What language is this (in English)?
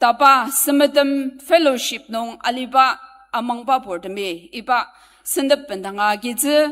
Ao Naga